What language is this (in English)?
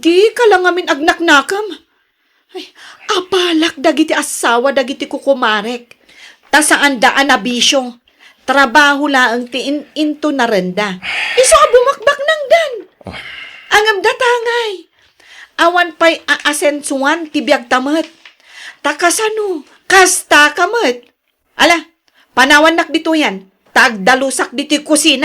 Iloko